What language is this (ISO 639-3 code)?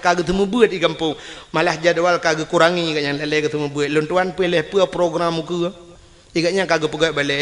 ace